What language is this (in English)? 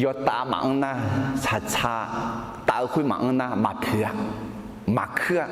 Akha